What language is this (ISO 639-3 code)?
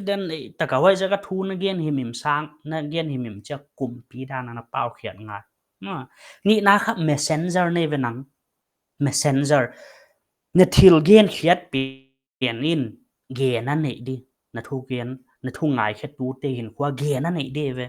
pck